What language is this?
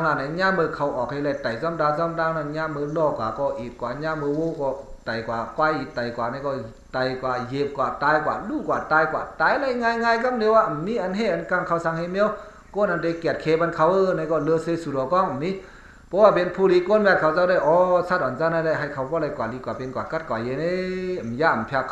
Shan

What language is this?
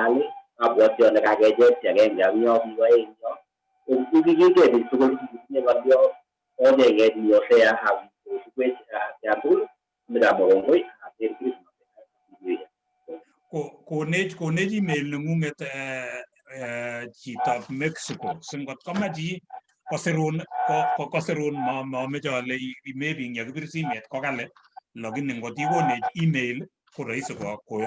Kalenjin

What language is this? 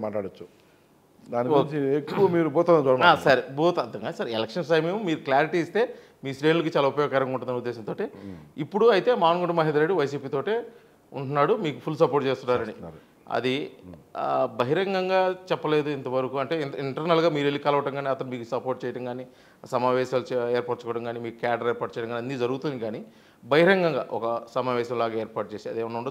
Telugu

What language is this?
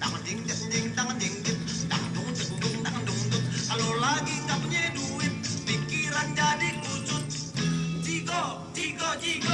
Betawi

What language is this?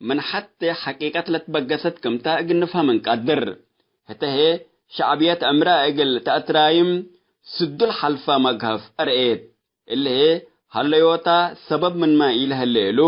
Tigre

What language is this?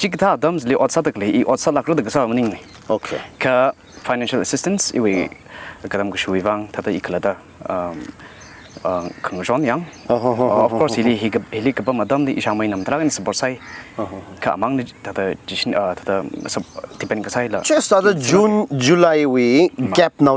Tangkhul Naga (India)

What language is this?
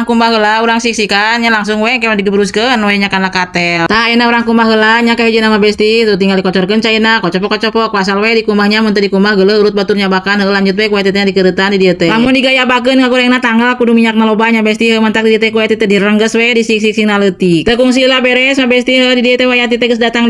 Sundanese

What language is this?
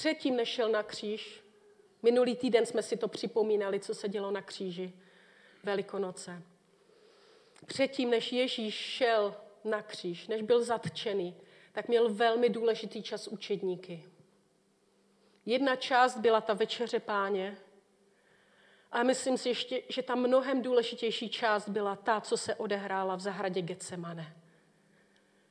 Czech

